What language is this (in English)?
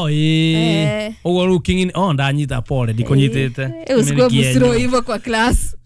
Kikuyu